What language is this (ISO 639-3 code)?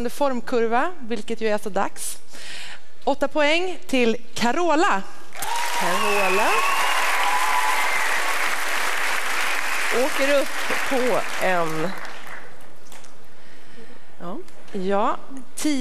swe